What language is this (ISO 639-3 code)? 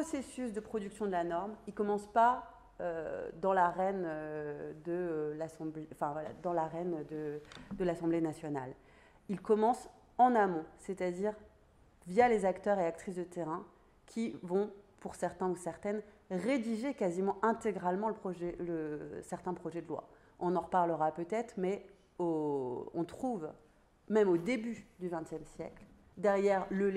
fra